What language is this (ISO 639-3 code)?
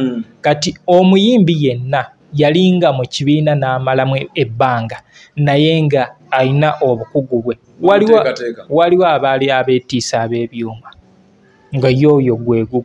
lug